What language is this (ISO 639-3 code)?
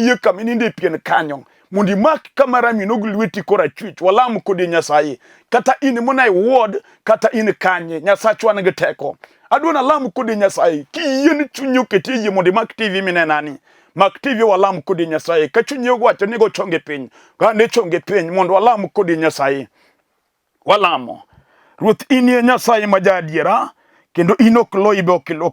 luo